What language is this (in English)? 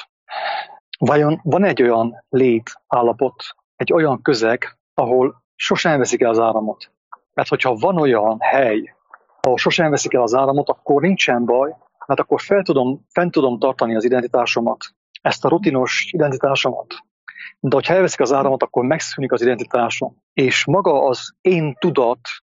Hungarian